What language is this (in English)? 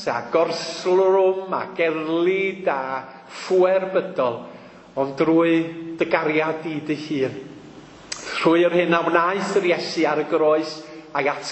Welsh